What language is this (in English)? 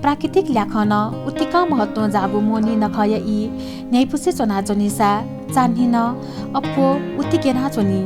Newari